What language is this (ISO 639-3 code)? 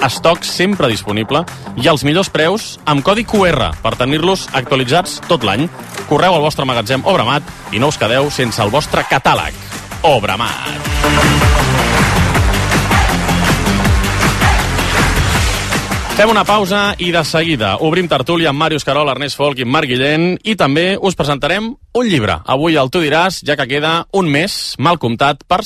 cat